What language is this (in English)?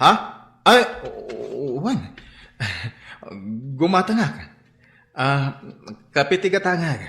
Iloko